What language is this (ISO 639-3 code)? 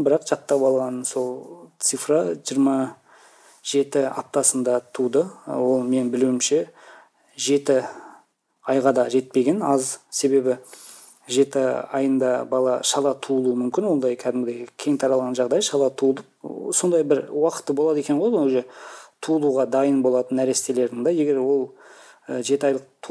kaz